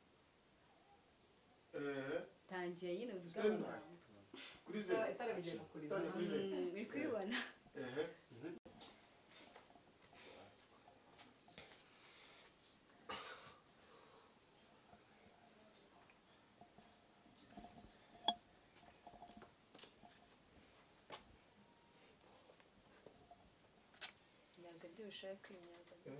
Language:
Kinyarwanda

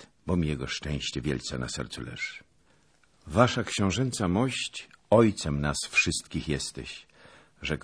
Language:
Polish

